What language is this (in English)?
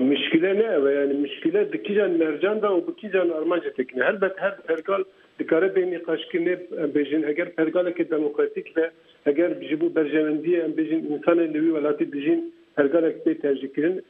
Kurdish